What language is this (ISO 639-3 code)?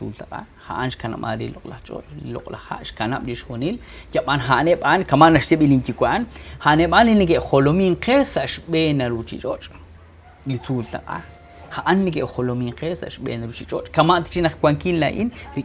kek